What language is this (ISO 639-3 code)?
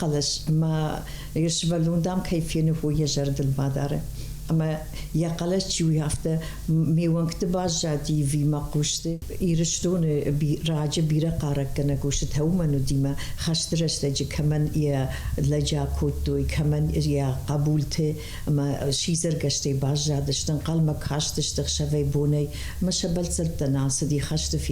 oss